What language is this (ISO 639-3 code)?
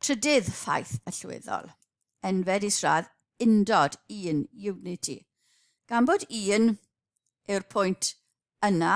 cym